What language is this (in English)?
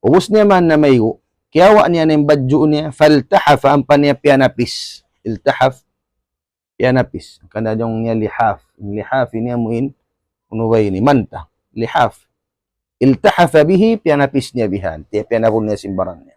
Tausug